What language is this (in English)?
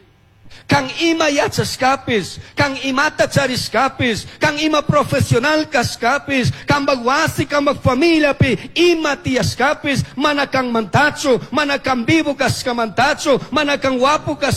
Chimborazo Highland Quichua